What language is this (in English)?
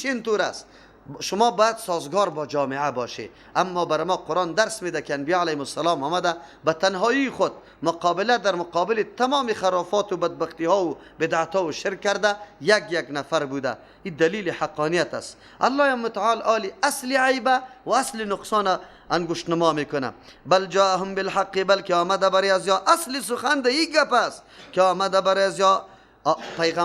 Persian